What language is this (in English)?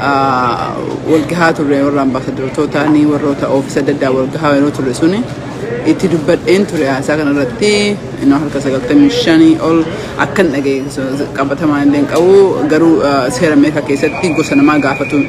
Oromo